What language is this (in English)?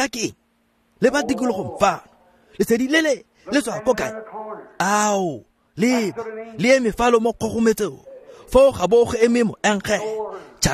Tswana